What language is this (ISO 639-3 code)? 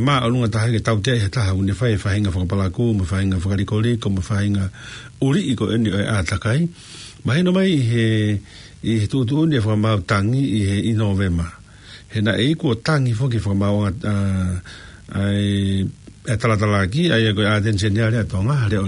ton